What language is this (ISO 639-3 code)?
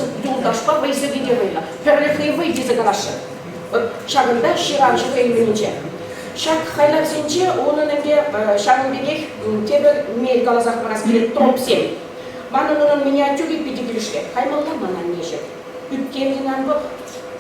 chv